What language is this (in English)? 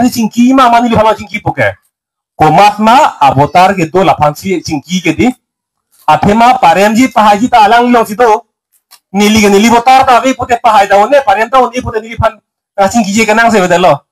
Karbi